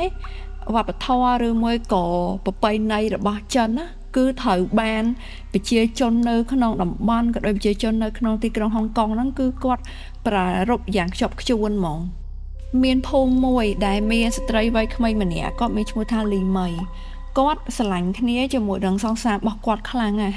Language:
Khmer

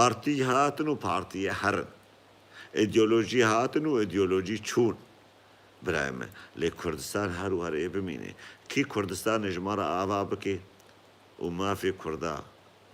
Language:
Kurdish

